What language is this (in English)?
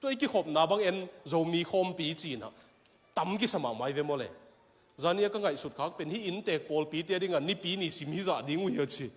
Tedim Chin